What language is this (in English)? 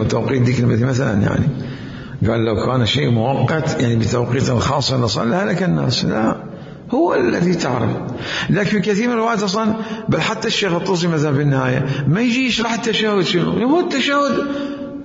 Mesopotamian Arabic